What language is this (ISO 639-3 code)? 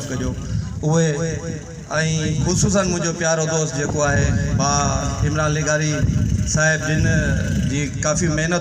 snd